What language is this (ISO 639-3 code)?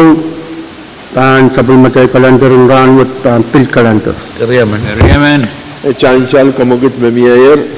pon